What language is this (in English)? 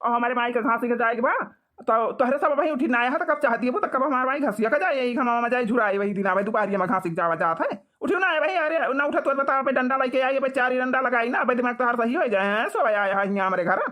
Awadhi